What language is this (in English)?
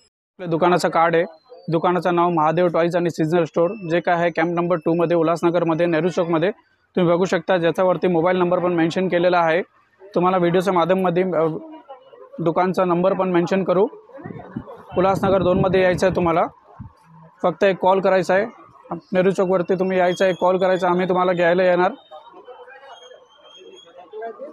Marathi